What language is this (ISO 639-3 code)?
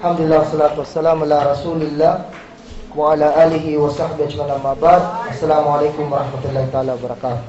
kll